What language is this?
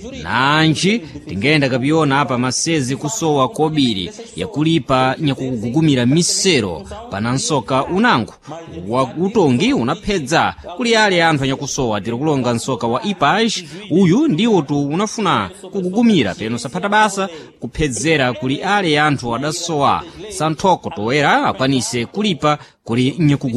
Sena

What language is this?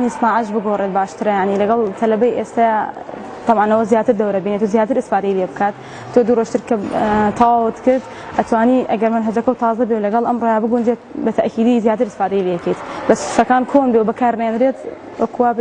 Central Kurdish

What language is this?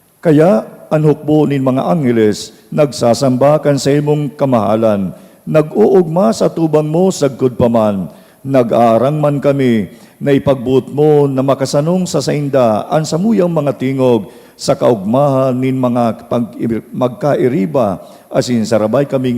Bikol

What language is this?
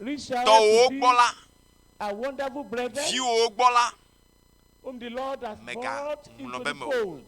Ewe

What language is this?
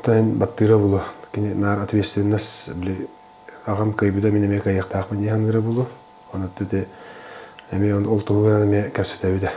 Yakut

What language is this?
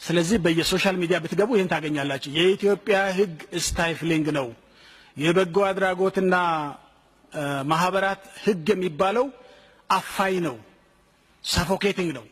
Amharic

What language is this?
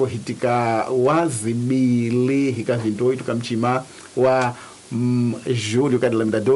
Tsonga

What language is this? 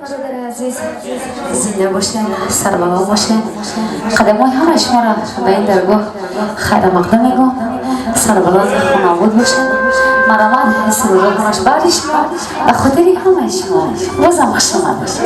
Tajik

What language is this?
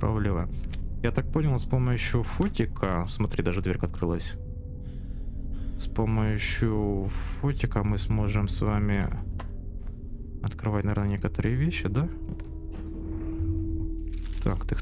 Russian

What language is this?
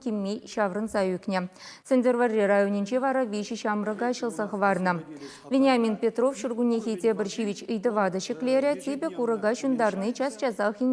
Chuvash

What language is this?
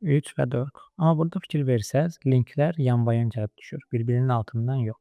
Azerbaijani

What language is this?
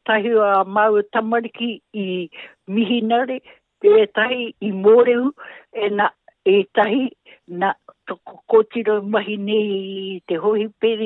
Māori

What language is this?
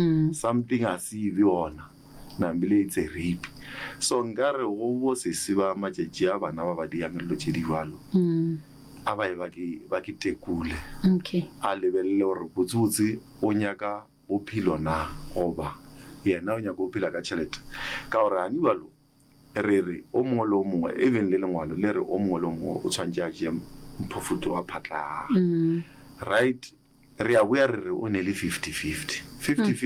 Northern Sotho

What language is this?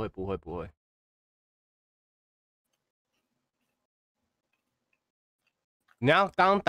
Chinese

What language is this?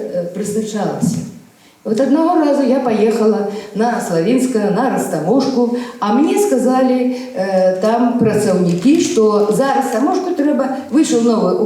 Belarusian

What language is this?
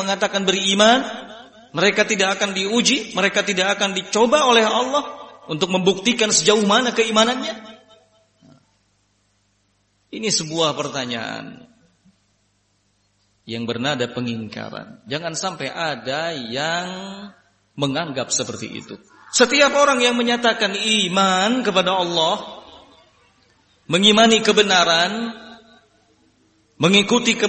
Indonesian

